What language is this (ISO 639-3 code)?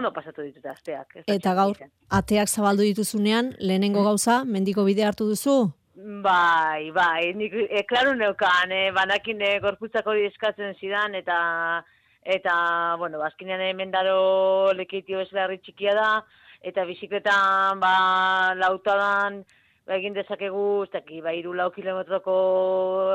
eus